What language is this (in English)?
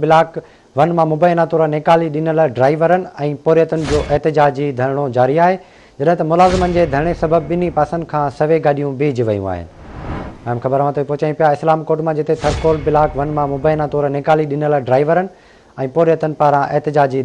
Sindhi